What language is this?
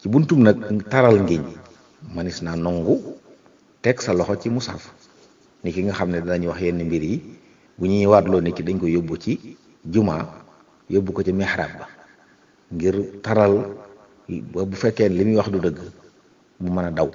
Wolof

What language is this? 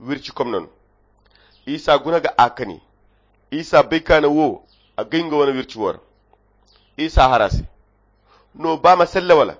Koyra Chiini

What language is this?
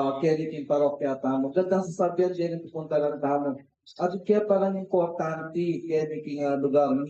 Pampanga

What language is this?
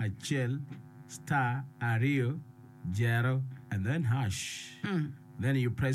Acoli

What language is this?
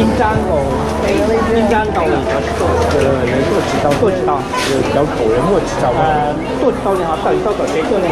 Hmong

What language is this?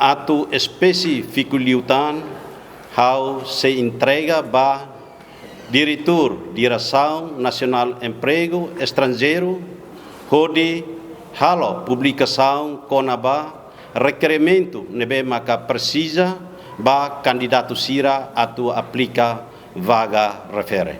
Tetum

